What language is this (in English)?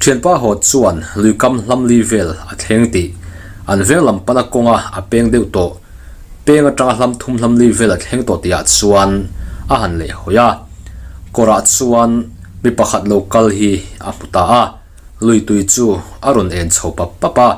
Mizo